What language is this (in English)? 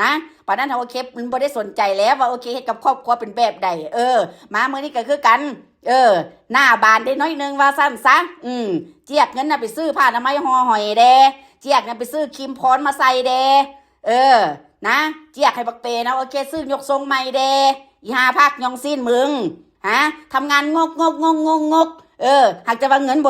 Lao